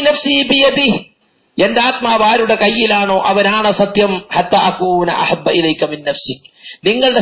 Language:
Malayalam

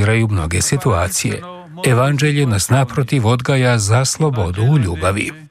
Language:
Croatian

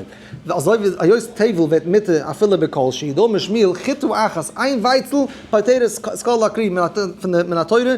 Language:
Yiddish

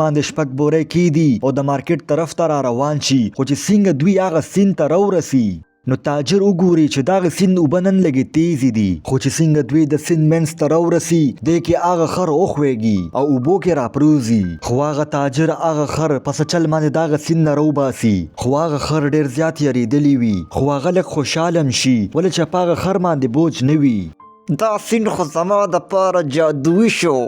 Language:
Pashto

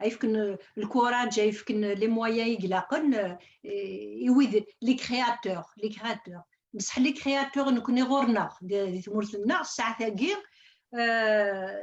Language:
Kabyle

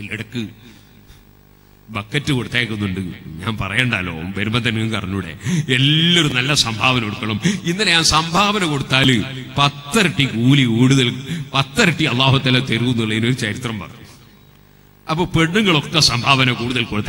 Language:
Malayalam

